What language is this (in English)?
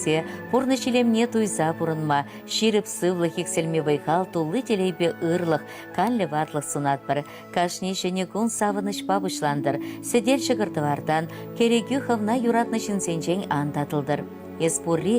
Chuvash